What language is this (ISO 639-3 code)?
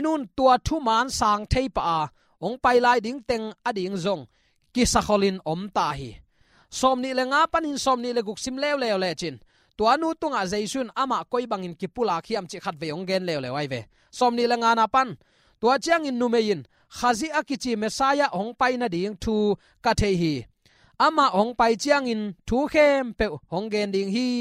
ctd